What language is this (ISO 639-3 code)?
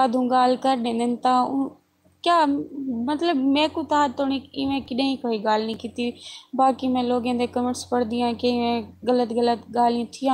skr